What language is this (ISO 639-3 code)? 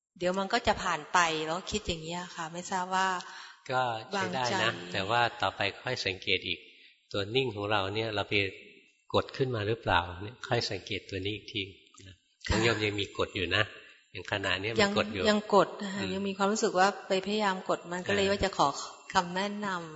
tha